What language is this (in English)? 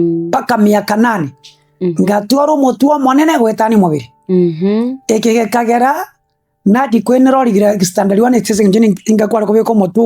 Gusii